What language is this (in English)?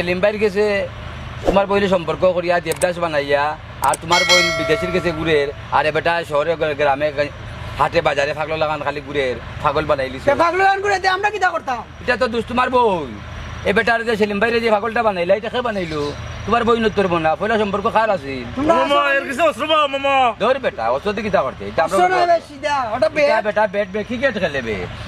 Sylheti